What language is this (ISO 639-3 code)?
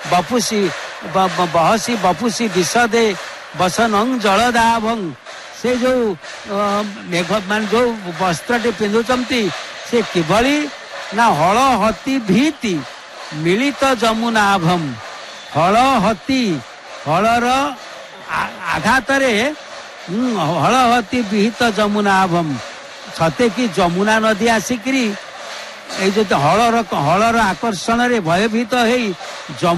ori